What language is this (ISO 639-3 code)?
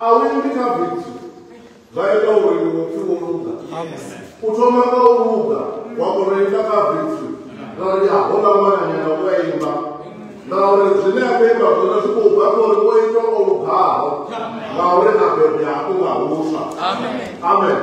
ven